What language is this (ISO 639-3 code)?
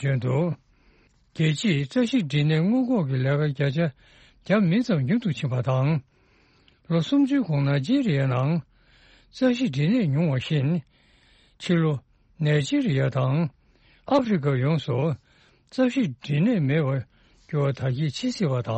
bod